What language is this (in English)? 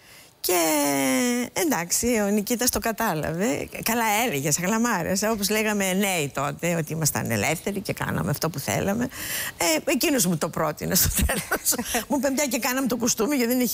Greek